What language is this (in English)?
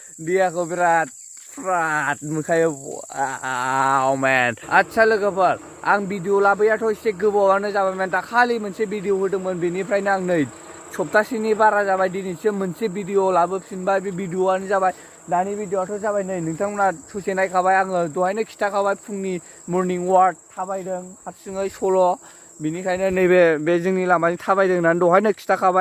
Bodo